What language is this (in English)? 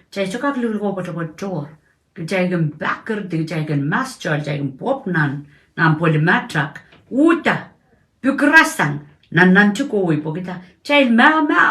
Pohnpeian